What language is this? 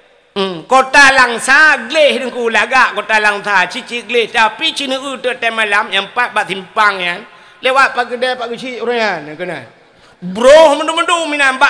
Achinese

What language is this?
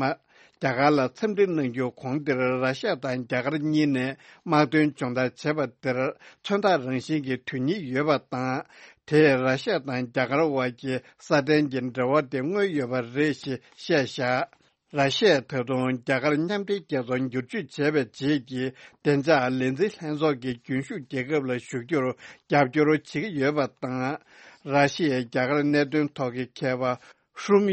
Tibetan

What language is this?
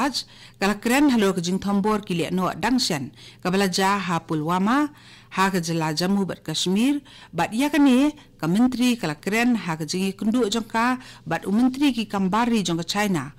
Khasi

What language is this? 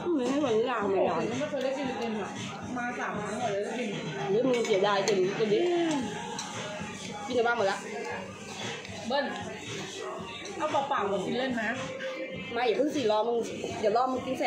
Thai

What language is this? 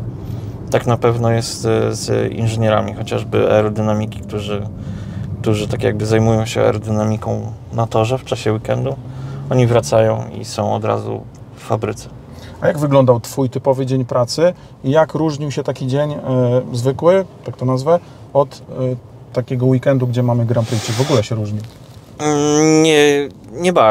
Polish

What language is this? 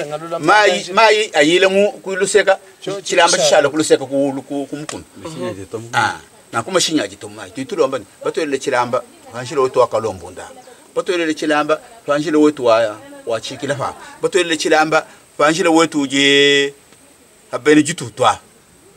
Luba-Lulua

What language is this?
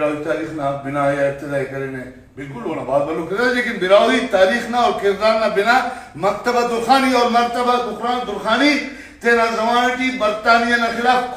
Brahui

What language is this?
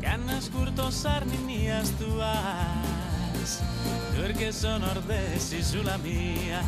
Sardinian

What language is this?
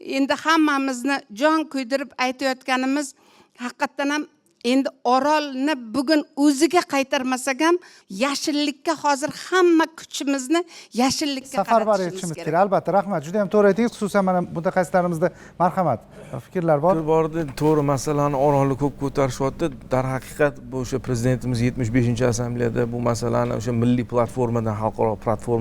Uzbek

